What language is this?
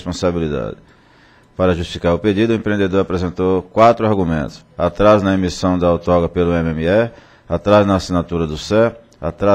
Portuguese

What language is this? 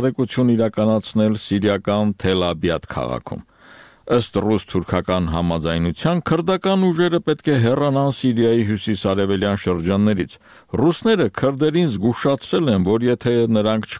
Armenian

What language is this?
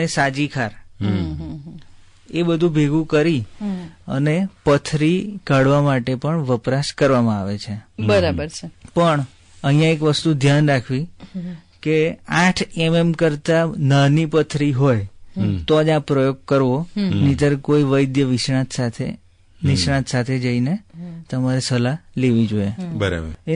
Gujarati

